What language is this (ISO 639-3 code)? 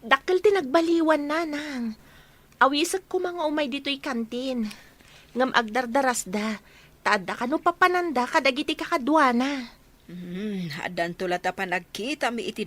ilo